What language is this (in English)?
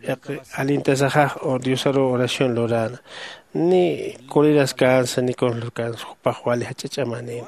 Aymara